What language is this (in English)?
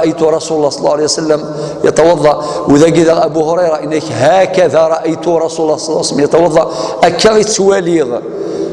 Kabyle